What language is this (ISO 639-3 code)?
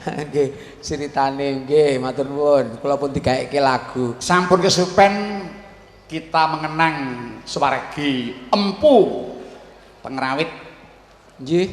jav